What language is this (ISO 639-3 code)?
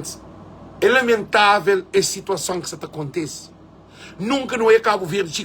kea